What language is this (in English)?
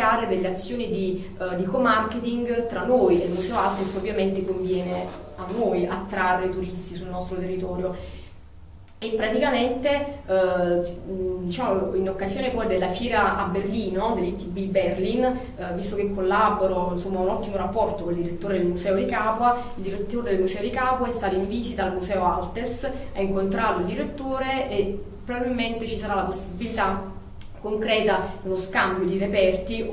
Italian